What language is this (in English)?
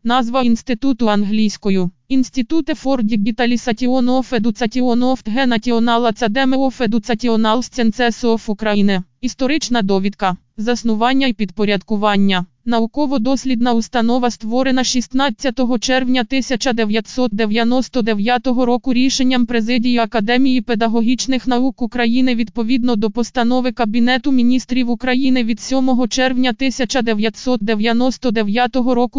Ukrainian